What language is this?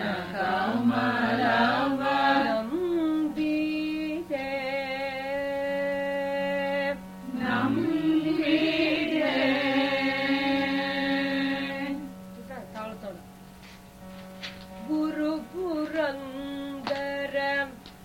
Kannada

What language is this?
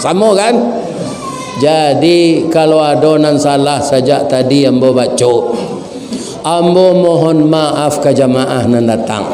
Minangkabau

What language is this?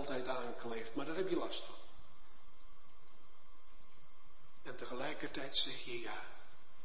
Dutch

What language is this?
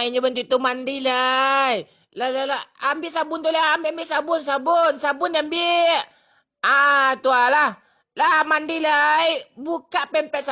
Minangkabau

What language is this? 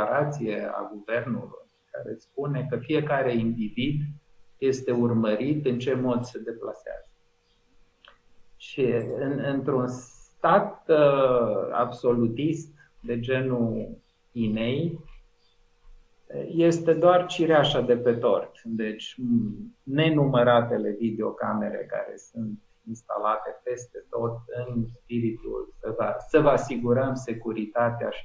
Romanian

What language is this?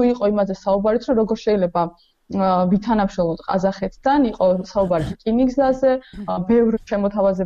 Georgian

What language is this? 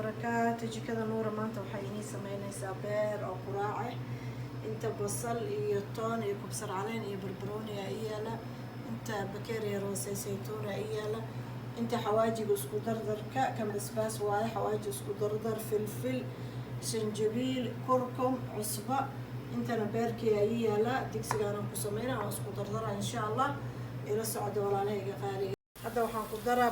Somali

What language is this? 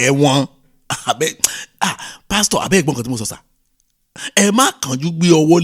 Yoruba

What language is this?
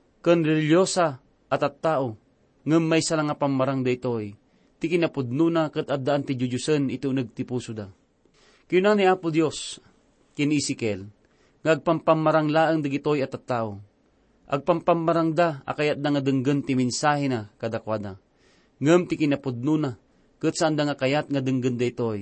Iloko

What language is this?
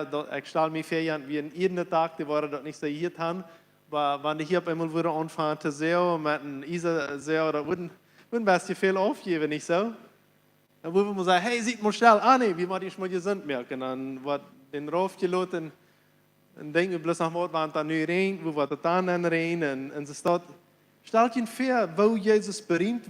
Plautdietsch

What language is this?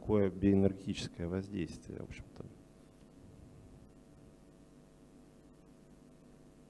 Russian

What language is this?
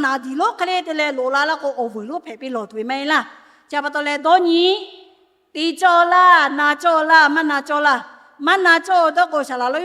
Lahu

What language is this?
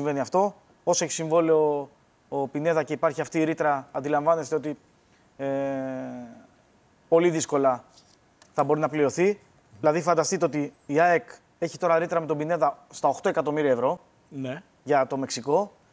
Greek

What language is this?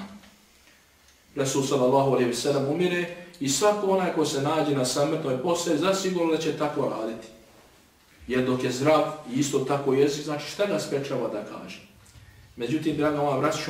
Bosnian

